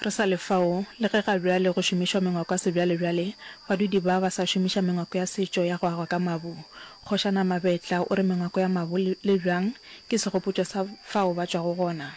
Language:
Northern Sotho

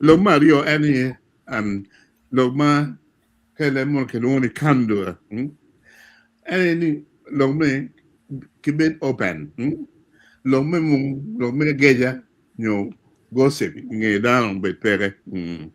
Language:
Acoli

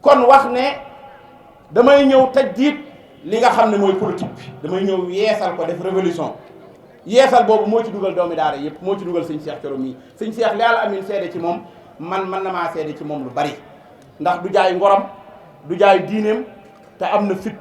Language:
Wolof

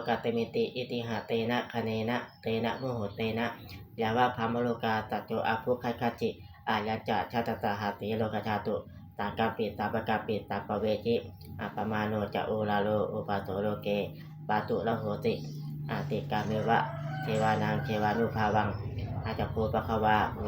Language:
Pali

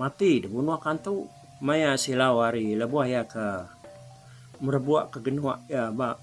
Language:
Iban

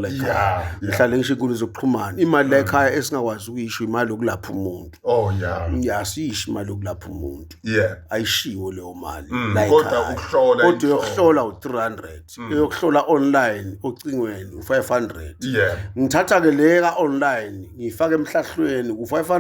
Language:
Zulu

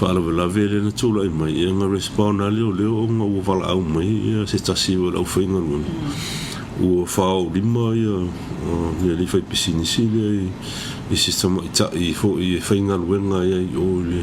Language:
Samoan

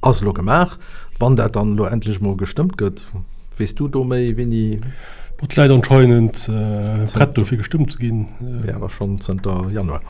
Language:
Luxembourgish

